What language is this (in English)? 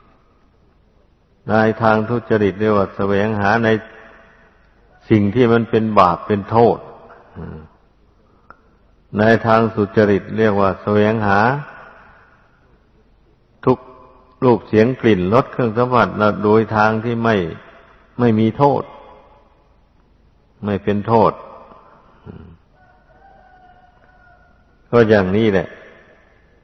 Thai